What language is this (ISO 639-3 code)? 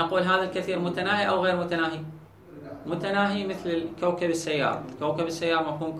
acm